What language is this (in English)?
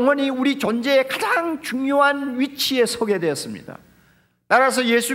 Korean